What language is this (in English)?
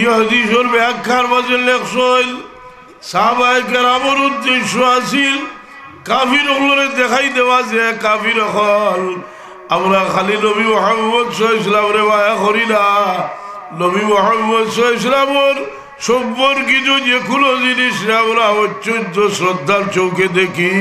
Sylheti